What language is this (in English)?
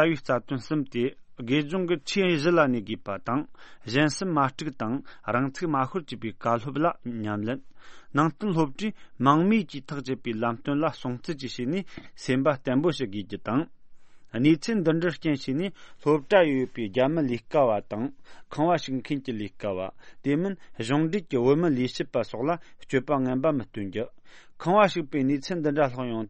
Tibetan